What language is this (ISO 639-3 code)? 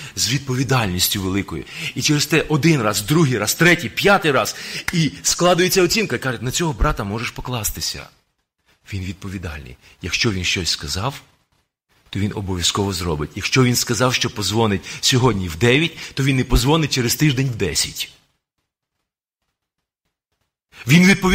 ukr